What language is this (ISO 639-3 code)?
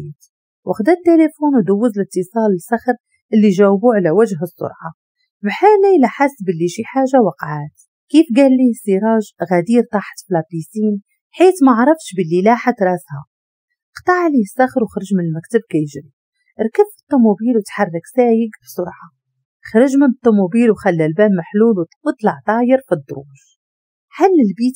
ary